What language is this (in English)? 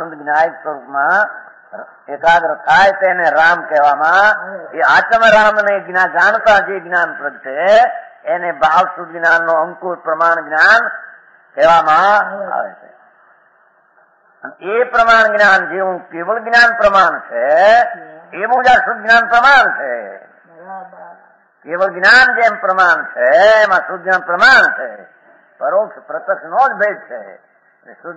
Gujarati